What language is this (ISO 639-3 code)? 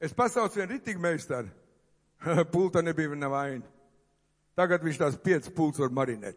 lav